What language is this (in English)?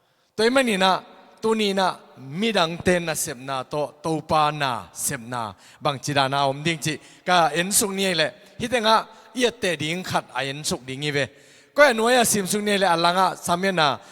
Tedim Chin